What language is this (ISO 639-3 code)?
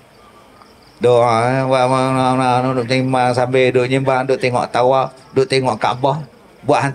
msa